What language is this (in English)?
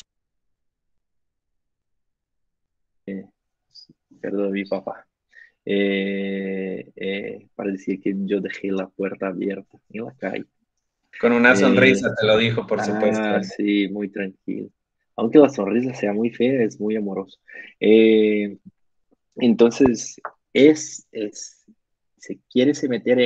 Spanish